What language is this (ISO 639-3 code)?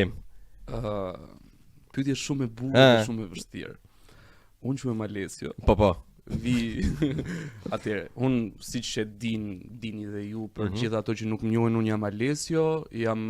sqi